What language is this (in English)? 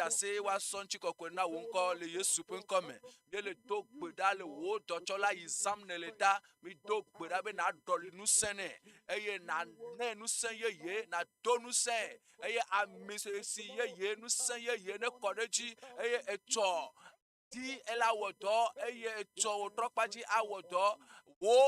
Ewe